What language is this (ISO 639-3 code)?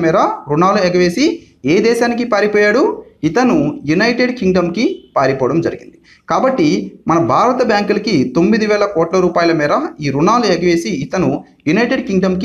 tel